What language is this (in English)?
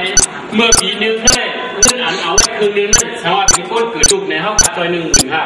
Shan